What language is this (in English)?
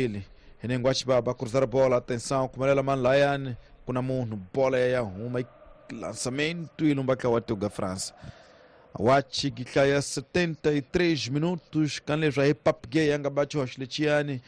Tsonga